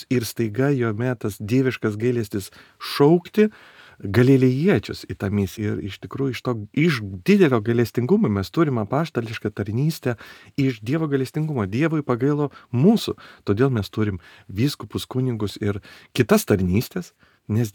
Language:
Lithuanian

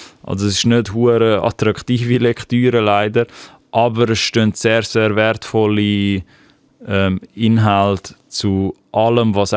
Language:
Swiss German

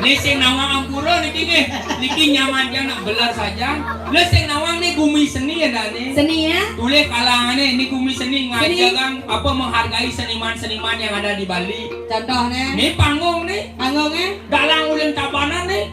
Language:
Balinese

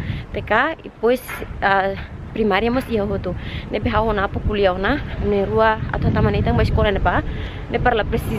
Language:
Tetum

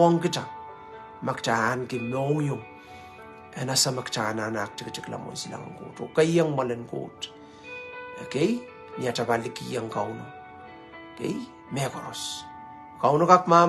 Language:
Pohnpeian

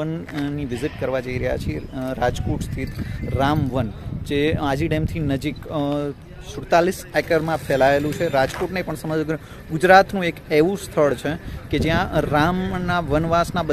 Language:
Gujarati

